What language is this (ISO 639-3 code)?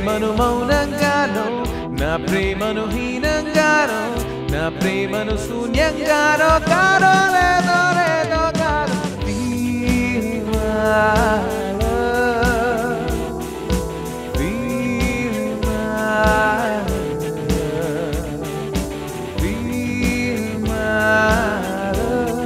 tel